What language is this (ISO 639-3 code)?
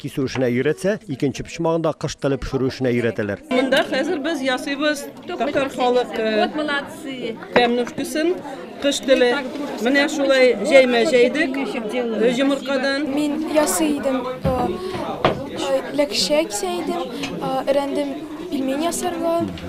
tat